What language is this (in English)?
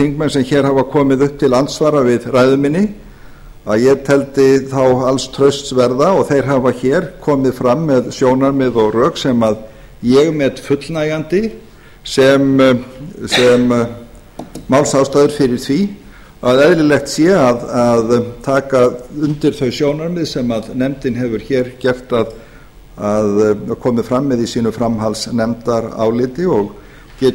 Icelandic